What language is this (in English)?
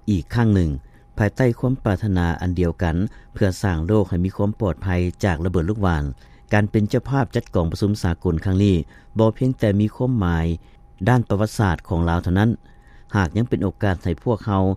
Lao